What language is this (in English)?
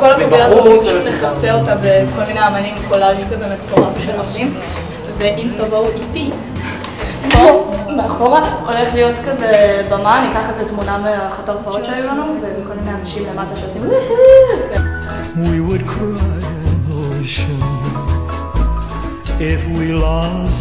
Hebrew